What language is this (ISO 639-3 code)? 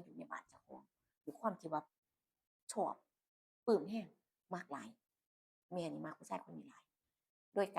tts